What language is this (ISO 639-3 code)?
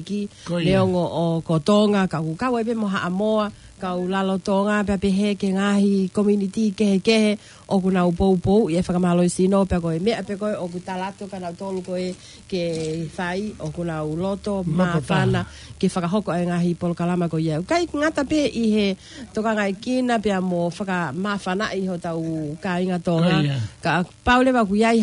ton